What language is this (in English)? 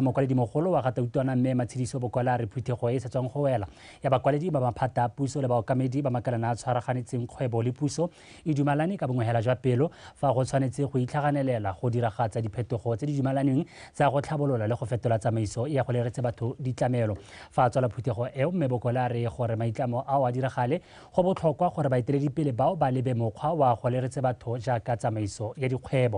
Tswana